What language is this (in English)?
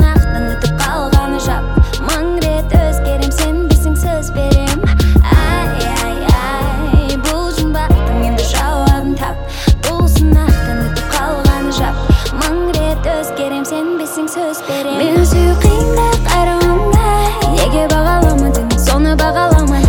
Kazakh